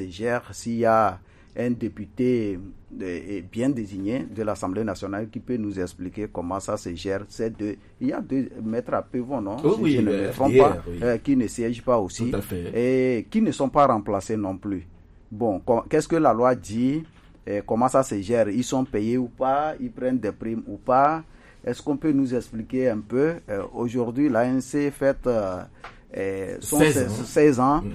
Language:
French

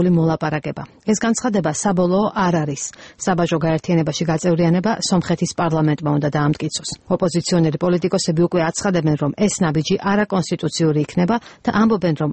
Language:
Georgian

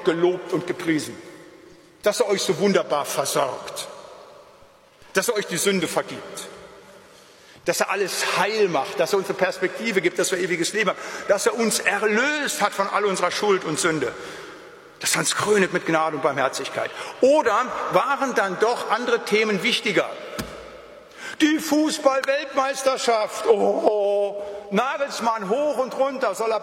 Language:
German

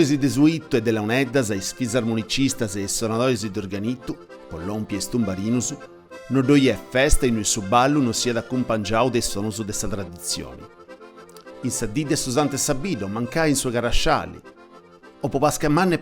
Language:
Sardinian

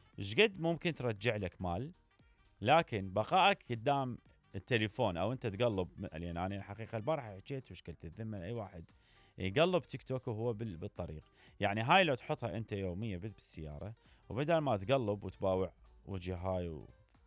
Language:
Mesopotamian Arabic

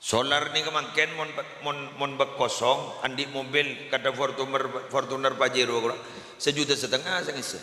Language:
Madurese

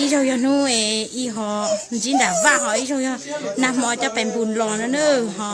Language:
Hmong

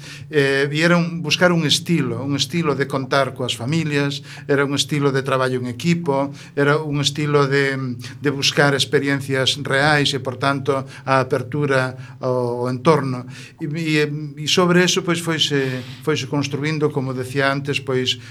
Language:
Galician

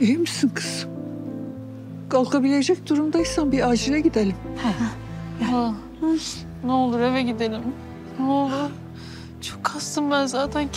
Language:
Turkish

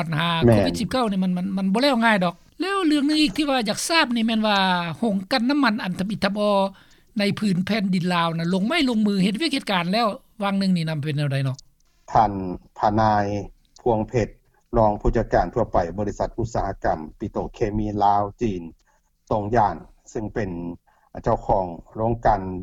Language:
Lao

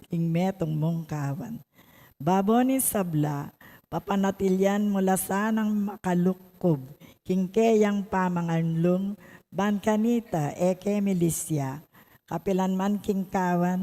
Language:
Pampanga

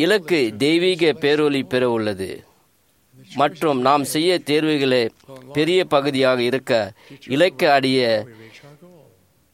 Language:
Tamil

